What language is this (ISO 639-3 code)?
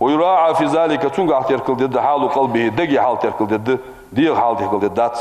inh